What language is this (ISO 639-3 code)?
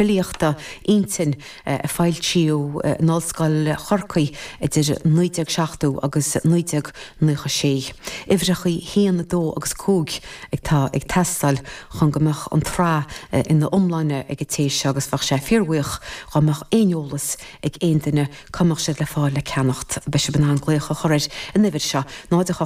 gle